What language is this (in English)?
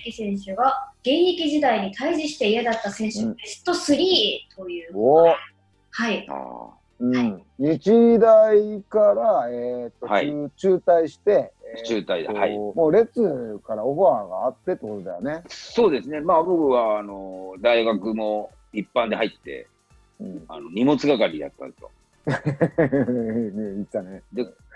Japanese